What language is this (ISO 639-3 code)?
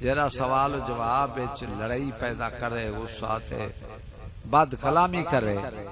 skr